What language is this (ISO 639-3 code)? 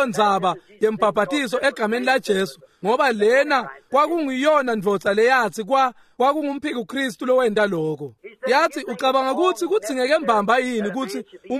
ssw